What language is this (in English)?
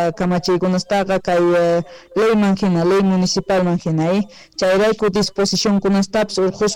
Quechua